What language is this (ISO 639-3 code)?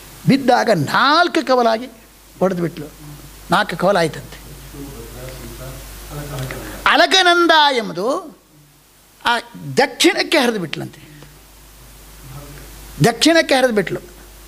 kan